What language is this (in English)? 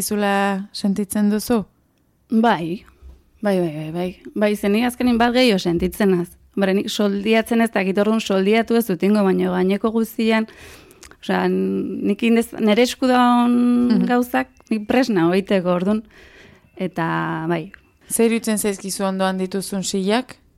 Basque